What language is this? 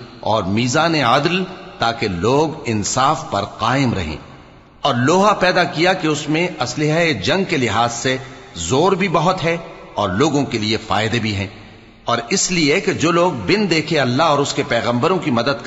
Urdu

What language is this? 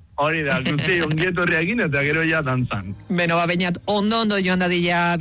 Basque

